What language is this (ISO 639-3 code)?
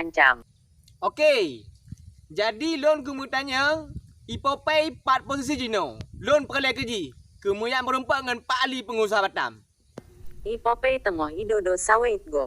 ace